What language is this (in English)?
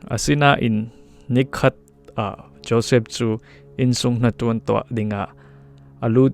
Falam Chin